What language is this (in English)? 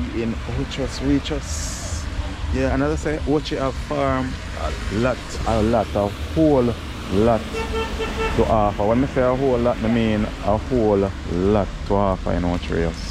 Jamaican Creole English